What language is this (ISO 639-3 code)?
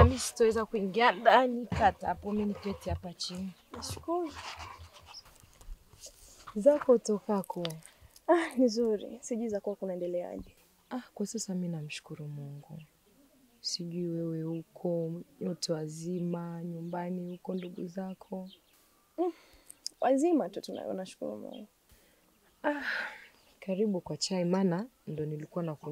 swa